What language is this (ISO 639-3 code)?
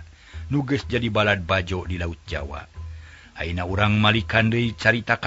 sun